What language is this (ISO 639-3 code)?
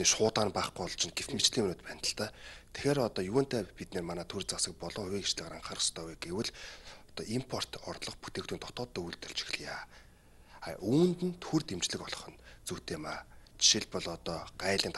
mon